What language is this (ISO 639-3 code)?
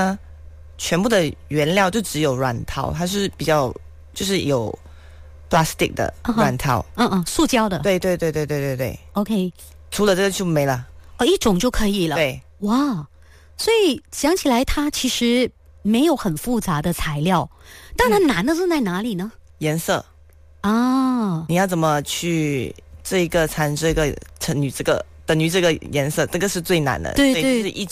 zho